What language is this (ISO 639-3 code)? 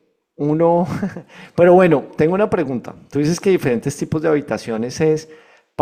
spa